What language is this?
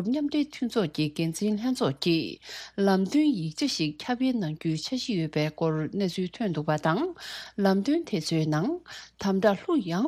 Tibetan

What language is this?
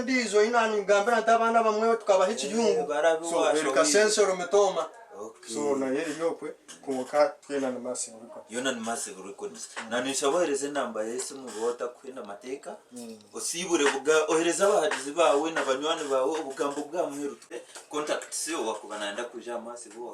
Nyankole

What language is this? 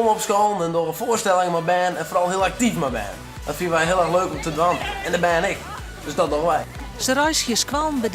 Western Frisian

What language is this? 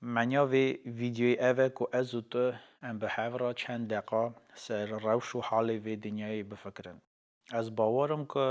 Kurdish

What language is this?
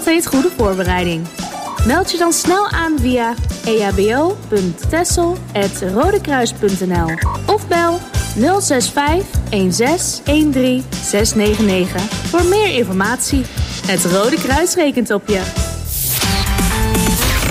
Dutch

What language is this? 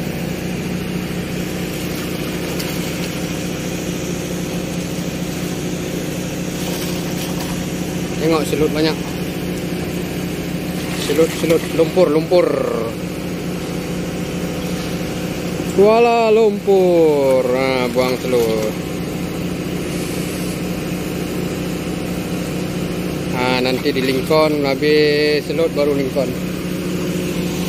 Malay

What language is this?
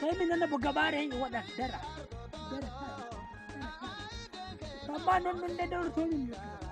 Nigerian Fulfulde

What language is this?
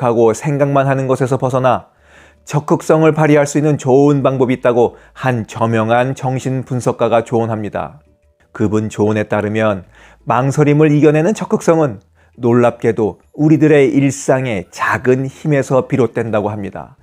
Korean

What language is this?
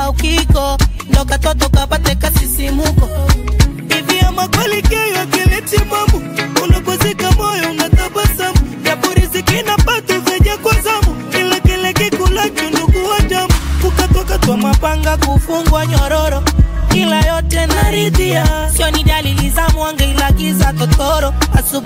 Swahili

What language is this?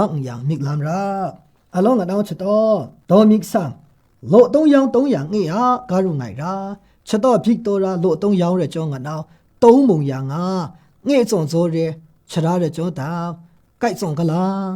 Maru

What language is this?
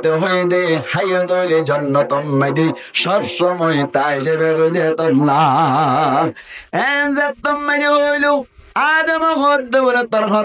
Rohingya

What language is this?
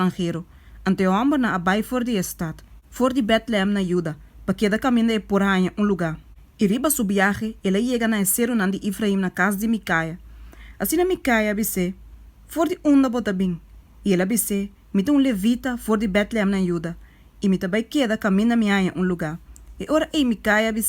Papiamento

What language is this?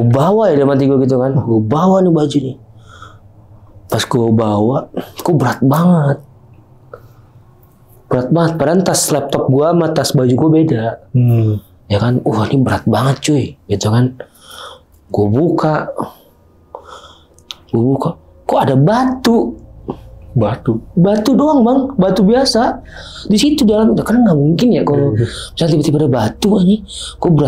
Indonesian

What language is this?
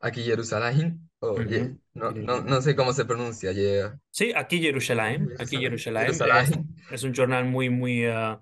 Ladino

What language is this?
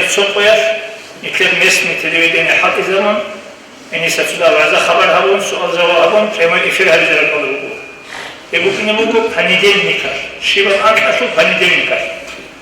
Avaric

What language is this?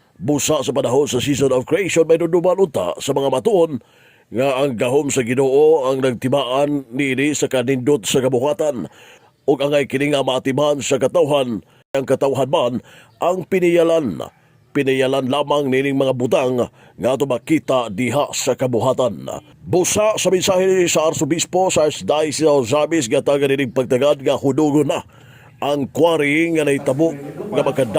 Cebuano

